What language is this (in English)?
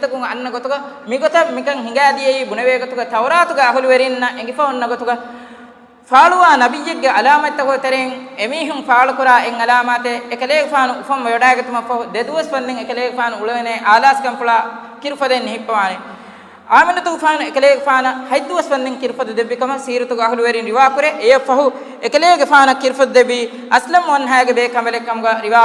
Divehi